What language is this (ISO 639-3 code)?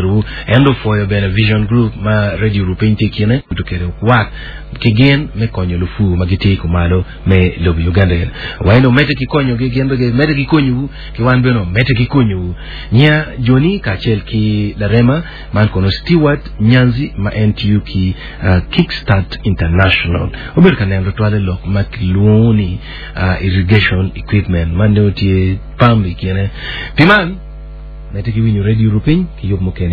ach